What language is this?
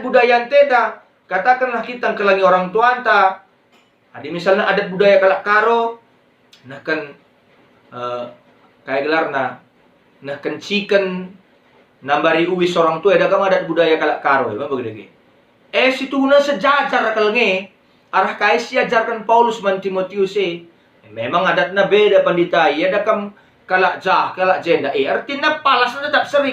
Batak Karo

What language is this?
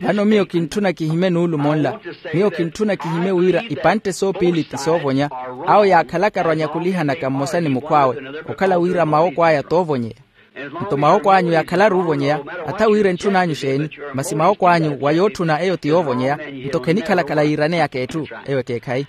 Makhuwa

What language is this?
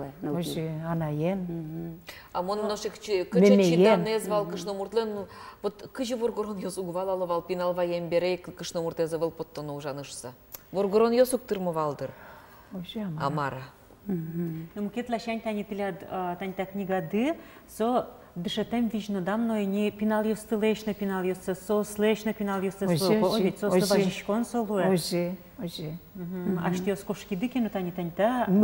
Udmurt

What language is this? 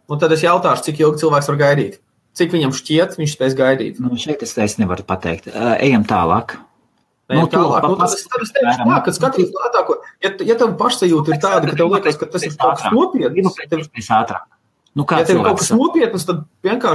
Latvian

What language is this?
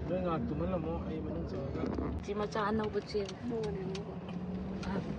Manipuri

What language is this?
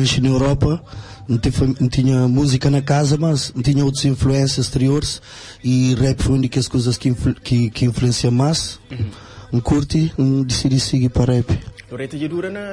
Kabuverdianu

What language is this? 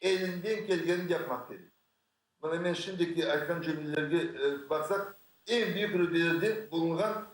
Crimean Tatar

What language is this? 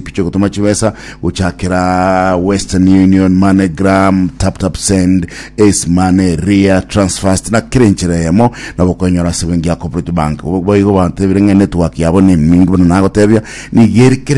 Gusii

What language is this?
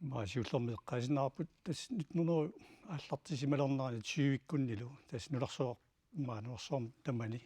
Kalaallisut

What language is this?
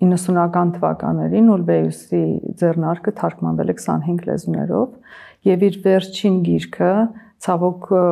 Armenian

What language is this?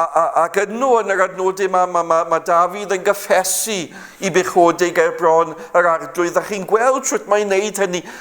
Welsh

